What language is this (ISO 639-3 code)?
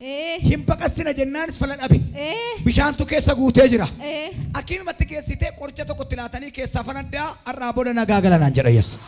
orm